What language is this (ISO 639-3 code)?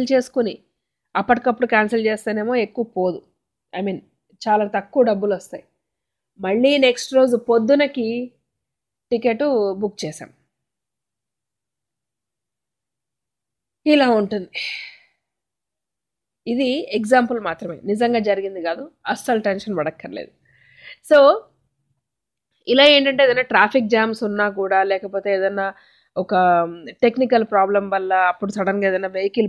tel